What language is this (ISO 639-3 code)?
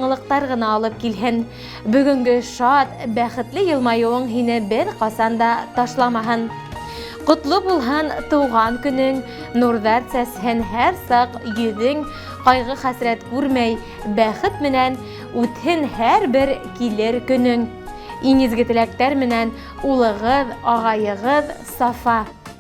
bak